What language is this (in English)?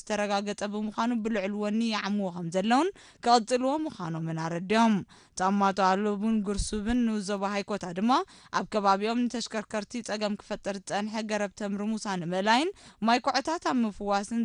Tigrinya